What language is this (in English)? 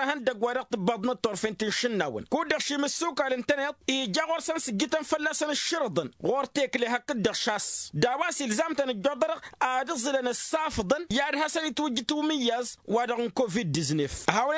Tamasheq